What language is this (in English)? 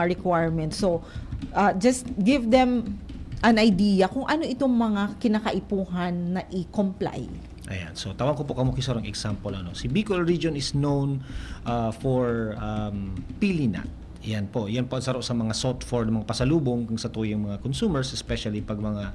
Bikol